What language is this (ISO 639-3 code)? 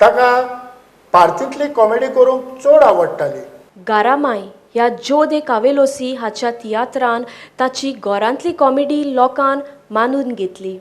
kok